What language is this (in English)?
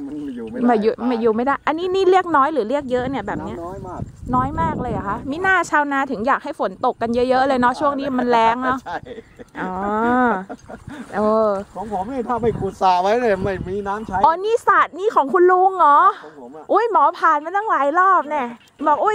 Thai